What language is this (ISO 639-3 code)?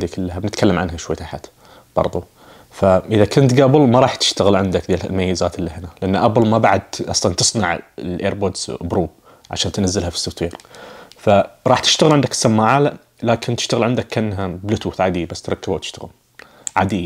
ars